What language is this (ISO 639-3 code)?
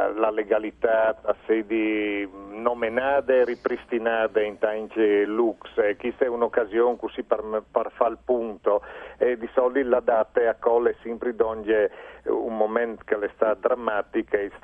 fur